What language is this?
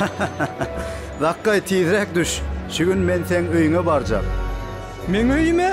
Turkmen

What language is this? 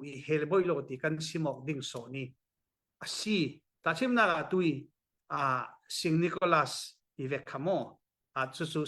Falam Chin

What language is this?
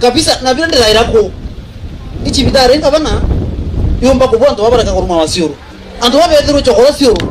Meru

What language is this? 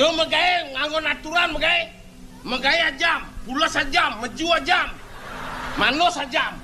Balinese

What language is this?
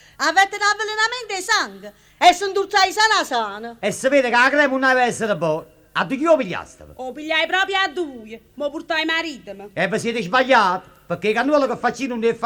Neapolitan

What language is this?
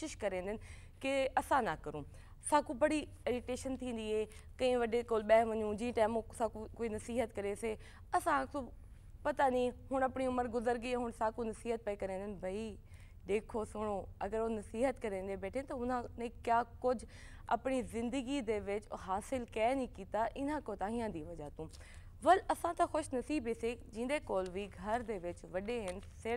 Saraiki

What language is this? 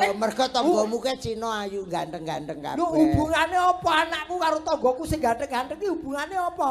Javanese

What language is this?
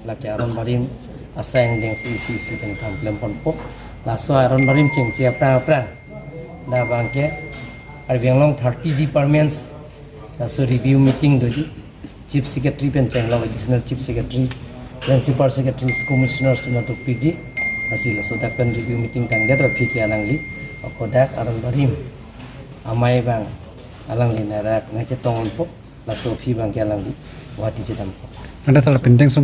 Karbi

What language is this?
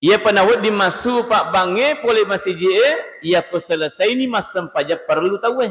Buginese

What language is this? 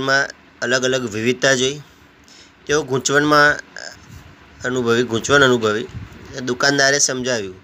Gujarati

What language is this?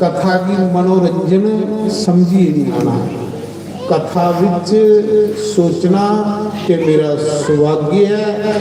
Dogri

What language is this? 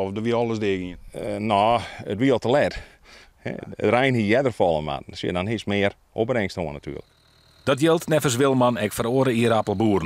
Western Frisian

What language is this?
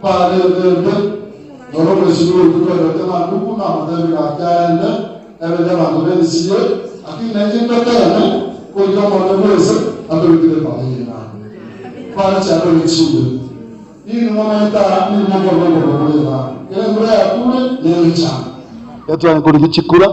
Gusii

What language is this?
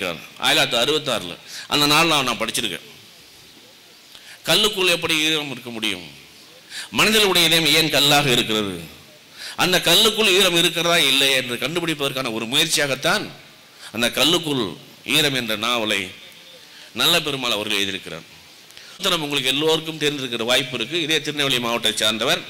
Tamil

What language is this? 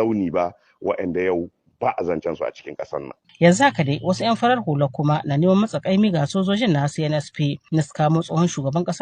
Hausa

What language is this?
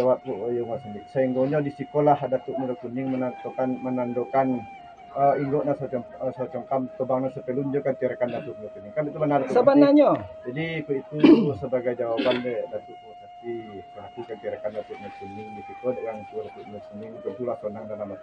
Minangkabau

